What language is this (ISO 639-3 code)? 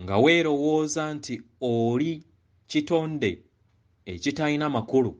lug